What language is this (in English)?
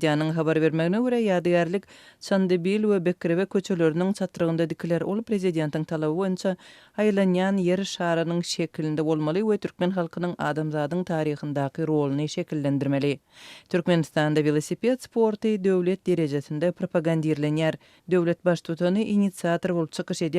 Turkmen